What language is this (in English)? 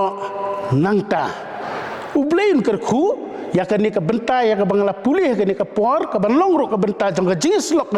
Khasi